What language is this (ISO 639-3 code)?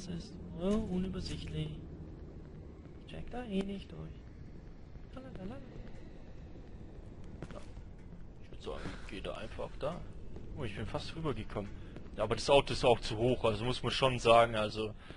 deu